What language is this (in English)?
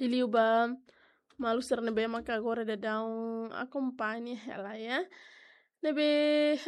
Tetum